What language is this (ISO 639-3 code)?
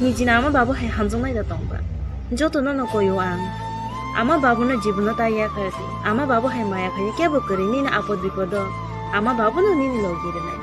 trp